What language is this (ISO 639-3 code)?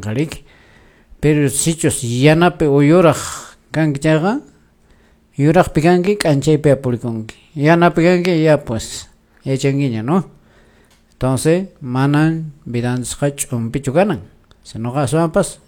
que